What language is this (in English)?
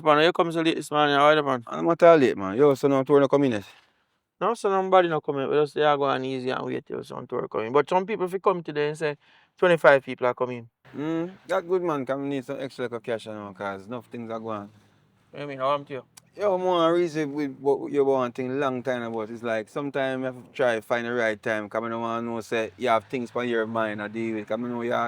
Jamaican Creole English